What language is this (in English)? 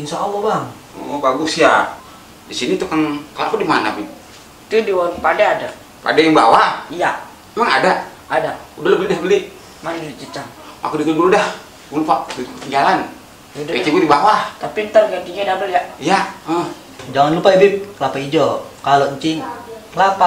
Betawi